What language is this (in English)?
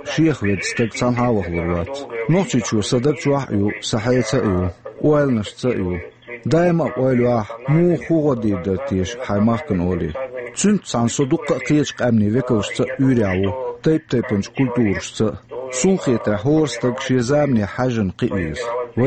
Chechen